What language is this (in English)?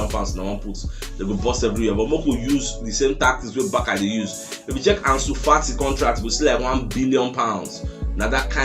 Nigerian Pidgin